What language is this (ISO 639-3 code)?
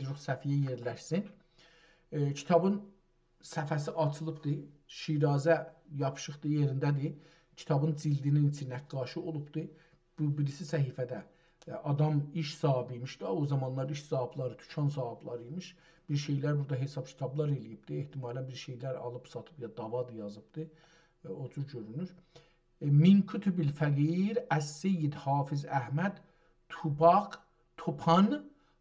azb